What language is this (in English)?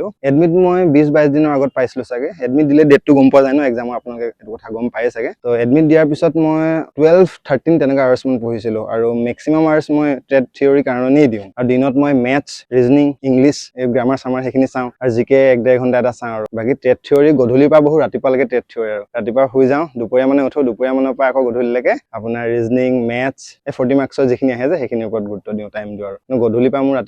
Assamese